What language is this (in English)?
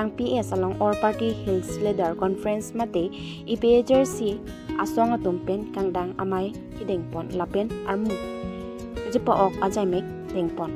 Karbi